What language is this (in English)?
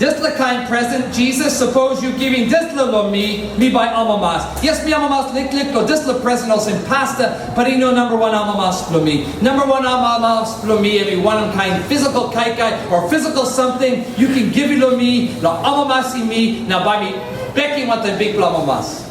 Tok Pisin